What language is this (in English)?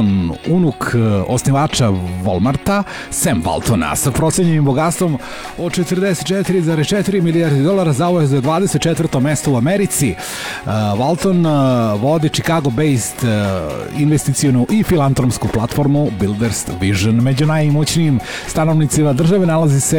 Serbian